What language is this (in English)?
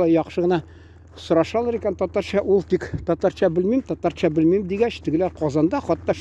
Tatar